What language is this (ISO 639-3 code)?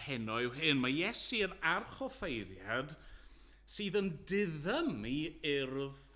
cym